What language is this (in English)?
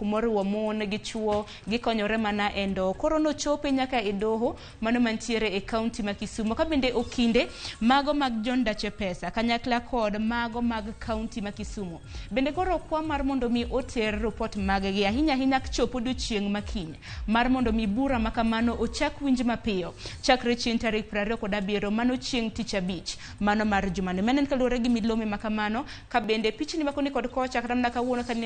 Luo (Kenya and Tanzania)